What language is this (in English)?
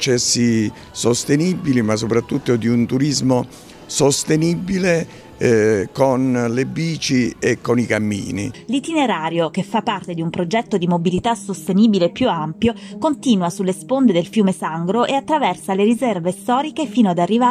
Italian